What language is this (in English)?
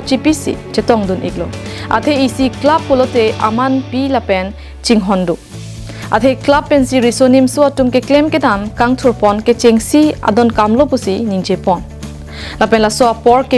Karbi